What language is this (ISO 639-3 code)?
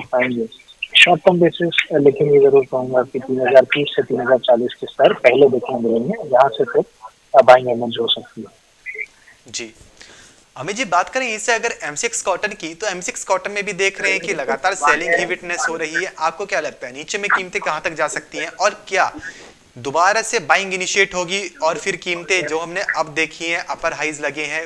hin